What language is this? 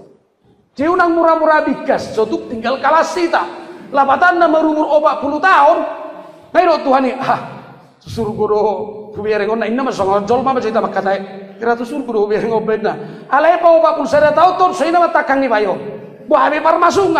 Batak Toba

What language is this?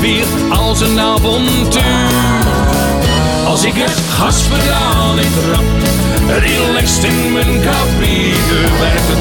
Dutch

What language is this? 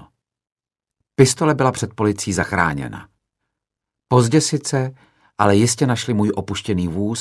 Czech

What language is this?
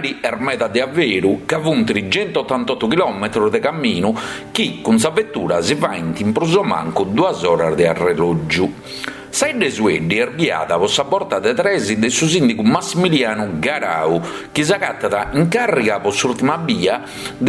Sardinian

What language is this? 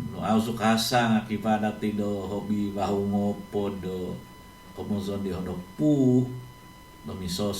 Central Dusun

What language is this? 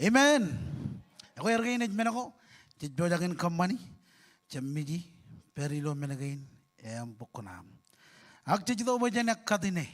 Marshallese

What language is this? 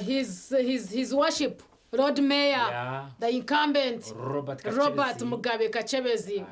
Nyankole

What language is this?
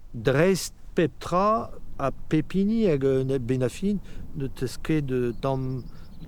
Breton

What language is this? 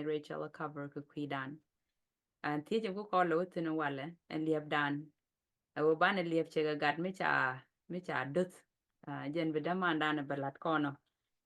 Nuer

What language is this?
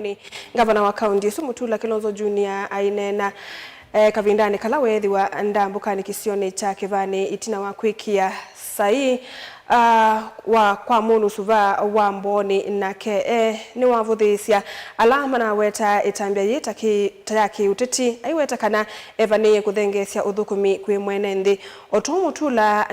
Kamba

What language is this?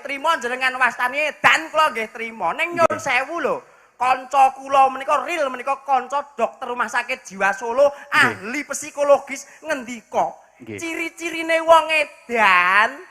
Javanese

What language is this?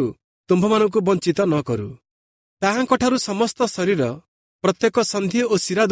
Odia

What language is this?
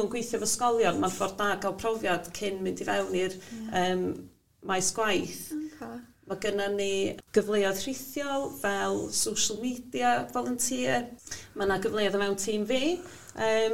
Welsh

